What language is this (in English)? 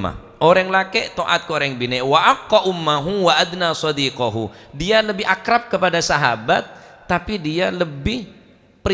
Madurese